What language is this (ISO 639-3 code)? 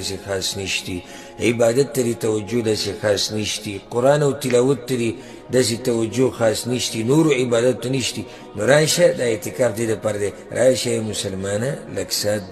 pus